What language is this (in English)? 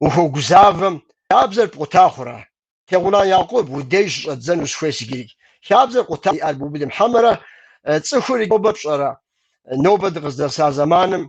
Kabardian